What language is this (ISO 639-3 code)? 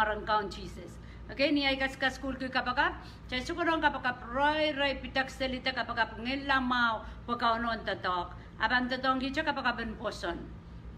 pon